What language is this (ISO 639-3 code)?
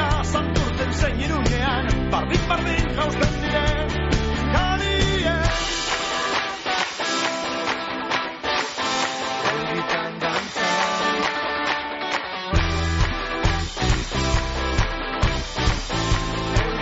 eus